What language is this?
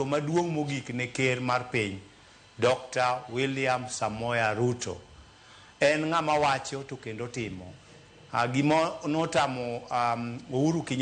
Luo (Kenya and Tanzania)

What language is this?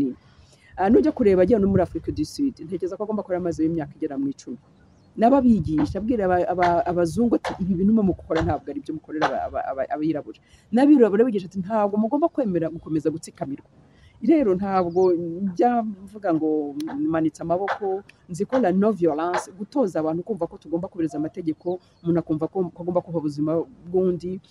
Kinyarwanda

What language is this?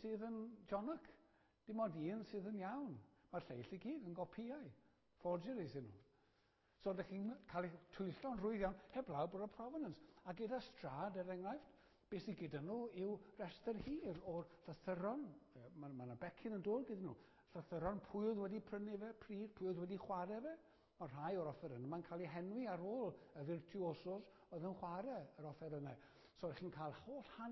Welsh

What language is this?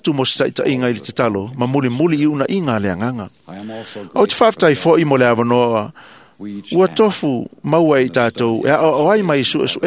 Samoan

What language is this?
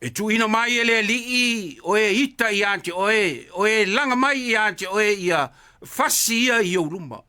Samoan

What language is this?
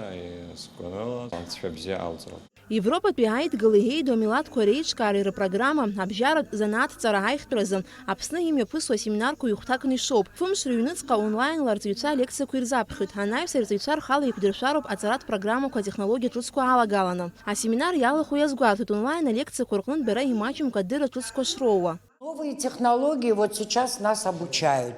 Abkhazian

